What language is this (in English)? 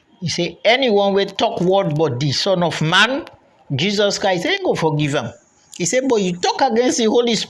Krio